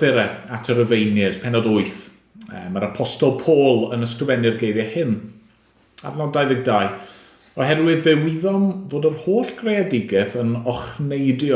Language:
Welsh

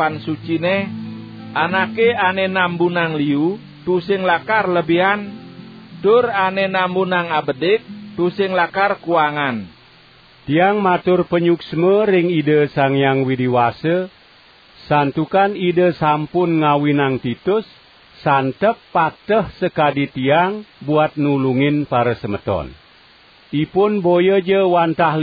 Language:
Balinese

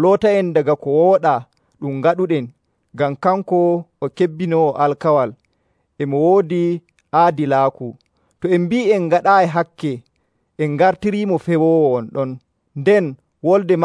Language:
Nigerian Fulfulde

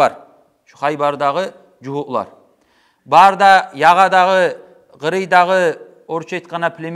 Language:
Kumyk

